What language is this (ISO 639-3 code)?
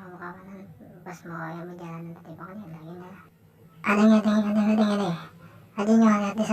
bjn